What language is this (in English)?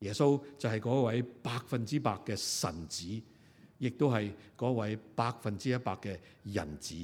Cantonese